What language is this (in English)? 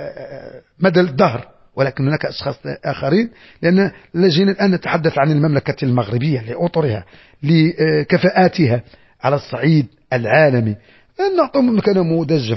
Moroccan Arabic